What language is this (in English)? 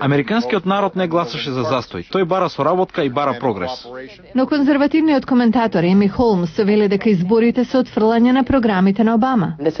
Macedonian